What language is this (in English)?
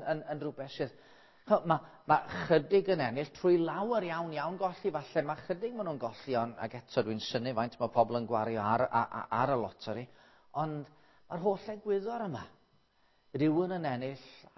Welsh